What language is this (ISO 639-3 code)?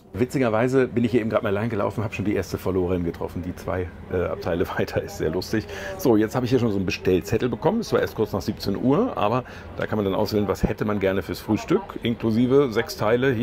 deu